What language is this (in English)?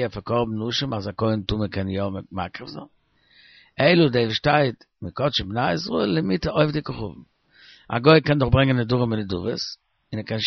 Yiddish